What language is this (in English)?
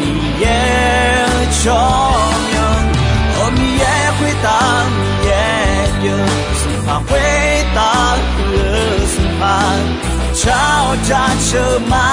Akha